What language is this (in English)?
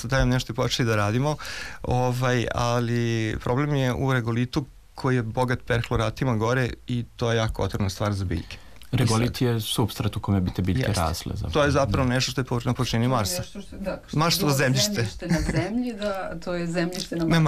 Serbian